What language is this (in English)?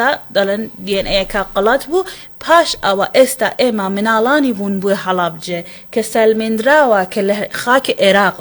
Central Kurdish